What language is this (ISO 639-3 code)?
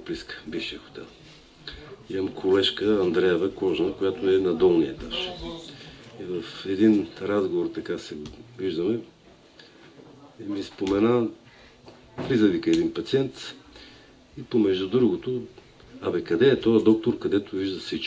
bul